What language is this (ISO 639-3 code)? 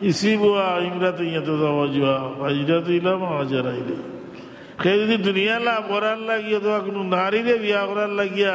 syl